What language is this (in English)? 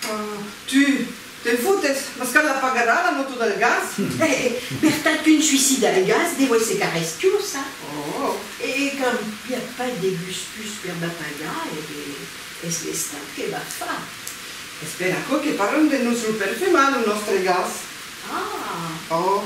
Occitan